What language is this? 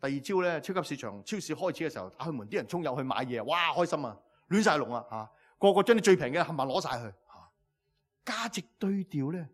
Cantonese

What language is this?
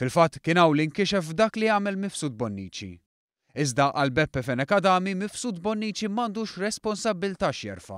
Maltese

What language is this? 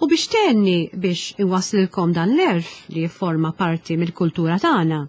Maltese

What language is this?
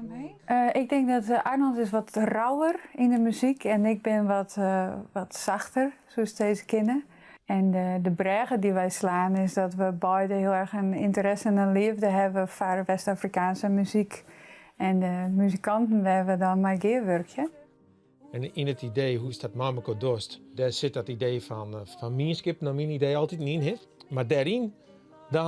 Western Frisian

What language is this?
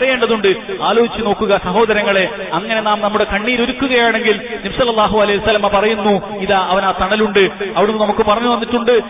Malayalam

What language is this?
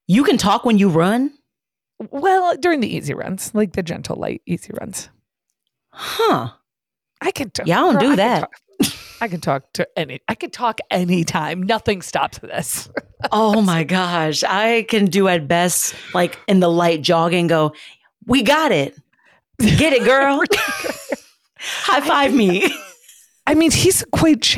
English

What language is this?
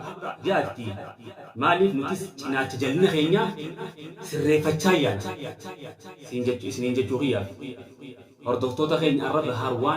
Oromo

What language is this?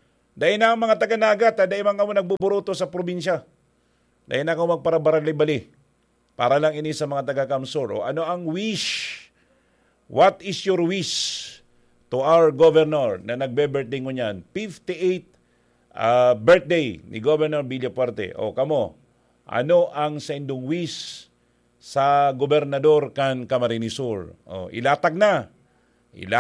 Bikol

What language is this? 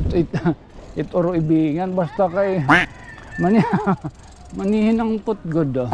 Waray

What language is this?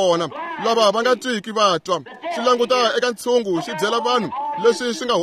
Tsonga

